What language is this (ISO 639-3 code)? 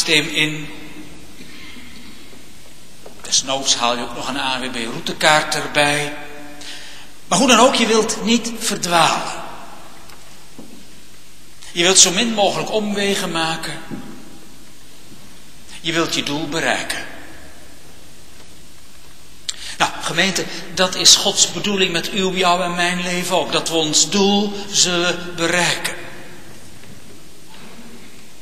nld